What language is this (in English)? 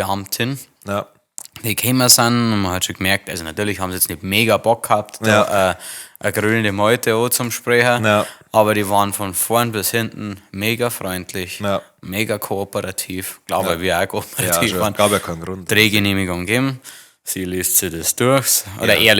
Bavarian